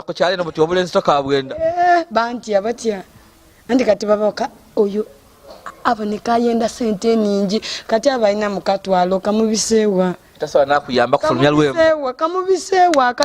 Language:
Soga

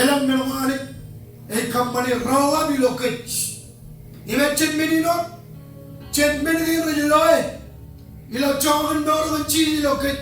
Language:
Marshallese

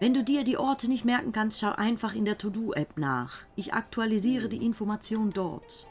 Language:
Swiss German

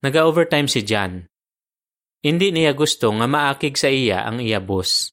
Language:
Hiligaynon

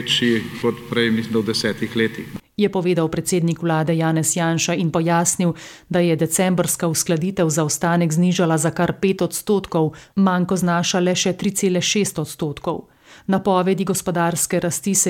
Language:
Slovenian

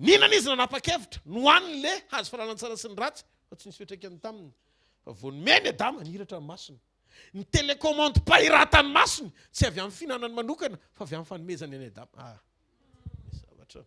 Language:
Malagasy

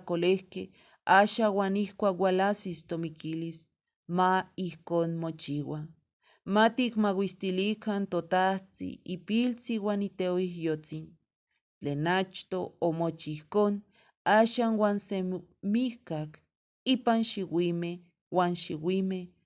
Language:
Eastern Huasteca Nahuatl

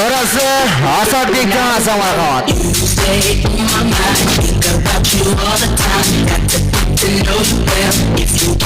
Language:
Kara-Kalpak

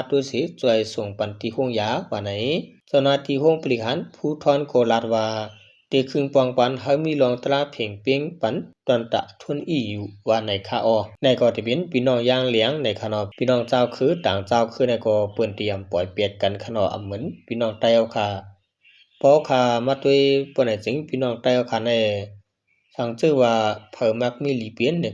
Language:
Shan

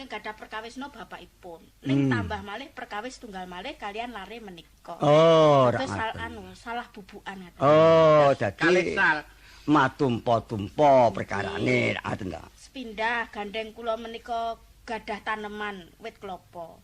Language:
Javanese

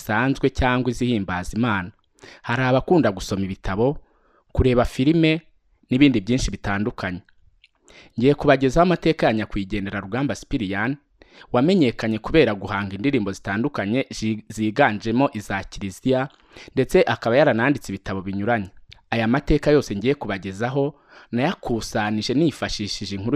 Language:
Kinyarwanda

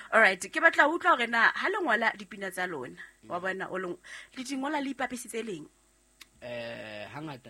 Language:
Southern Sotho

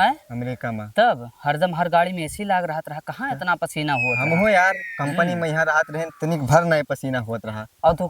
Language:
Awadhi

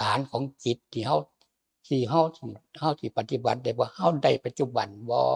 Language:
Lao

